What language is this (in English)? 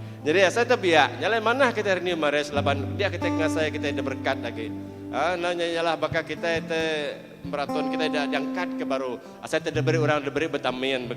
Iban